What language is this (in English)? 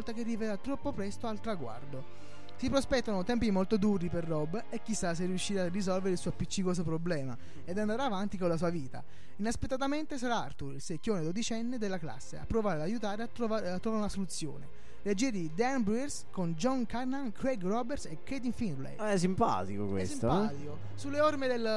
Italian